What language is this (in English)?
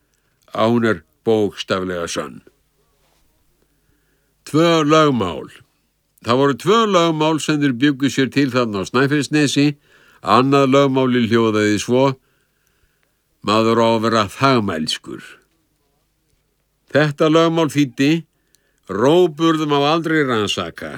Icelandic